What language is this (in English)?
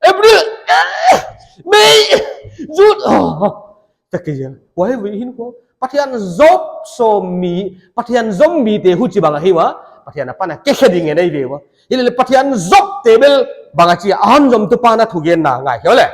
Paite Chin